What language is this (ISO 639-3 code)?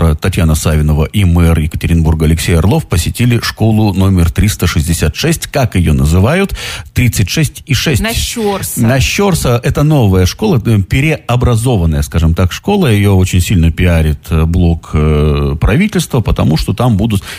rus